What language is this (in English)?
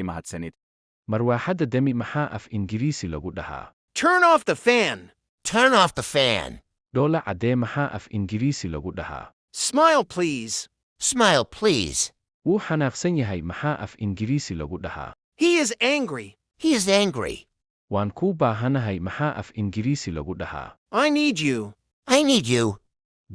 Somali